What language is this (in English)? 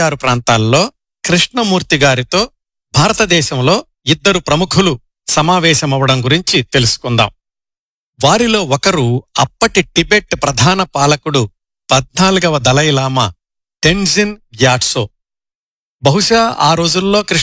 Telugu